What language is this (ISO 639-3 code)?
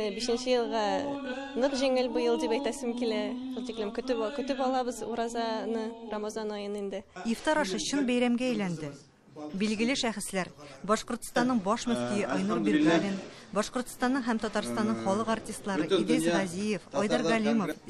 tat